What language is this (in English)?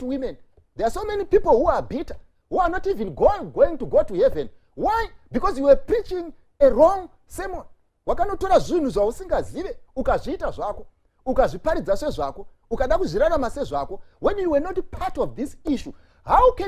Shona